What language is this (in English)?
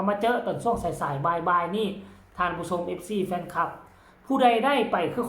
Northeastern Thai